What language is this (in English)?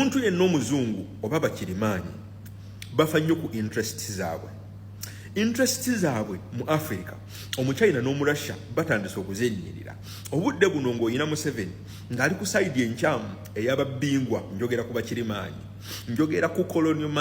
Ganda